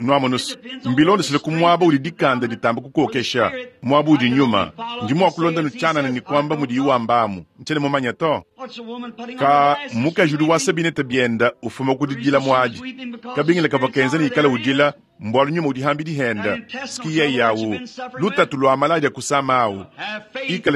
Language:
Luba-Lulua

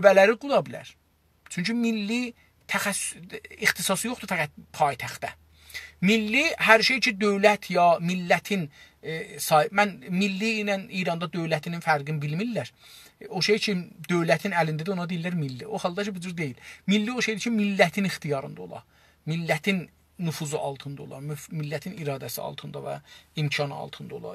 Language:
South Azerbaijani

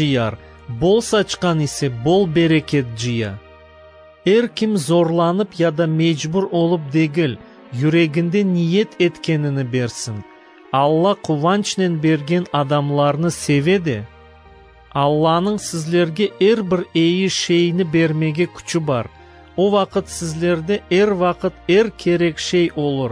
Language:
Crimean Tatar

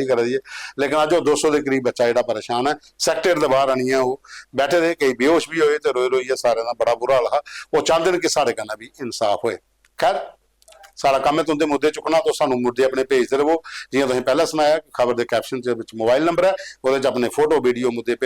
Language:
Dogri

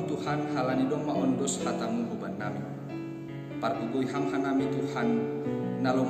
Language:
Batak Simalungun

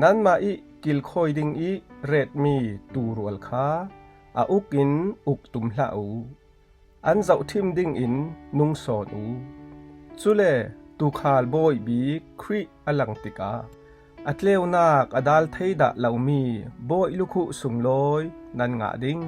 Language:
Falam Chin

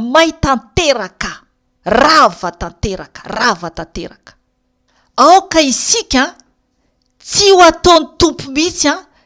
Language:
Malagasy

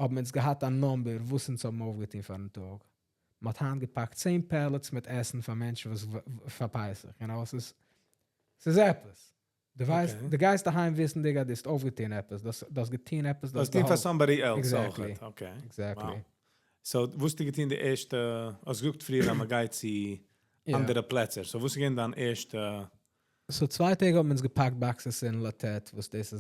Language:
Yiddish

